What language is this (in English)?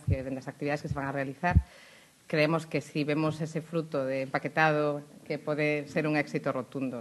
Galician